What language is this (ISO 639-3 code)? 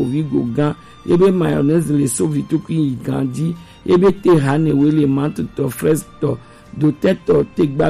gej